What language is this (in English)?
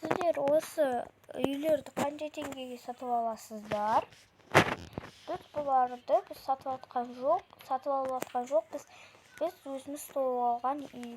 Kazakh